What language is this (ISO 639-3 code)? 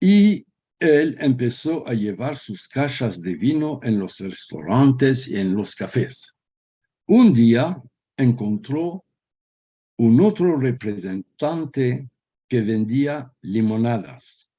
lad